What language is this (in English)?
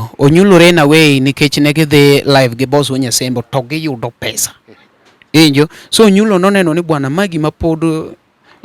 Luo (Kenya and Tanzania)